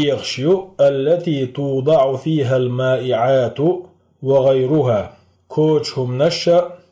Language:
Chechen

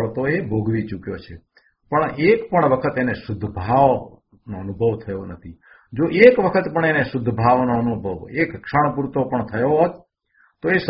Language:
Gujarati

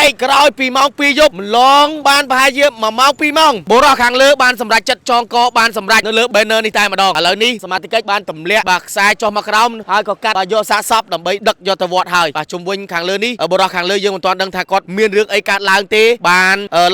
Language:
Khmer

